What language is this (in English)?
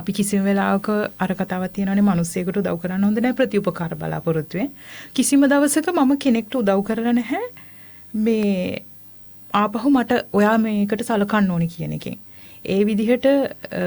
Sinhala